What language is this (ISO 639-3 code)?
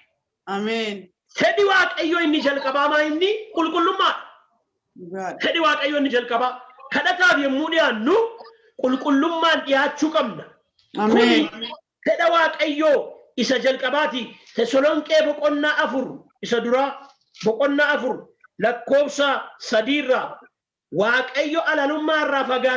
orm